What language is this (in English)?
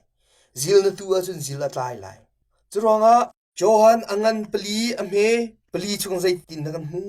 Hakha Chin